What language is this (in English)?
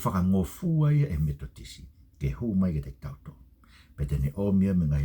Tongan